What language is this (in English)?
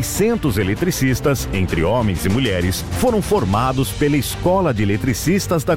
Portuguese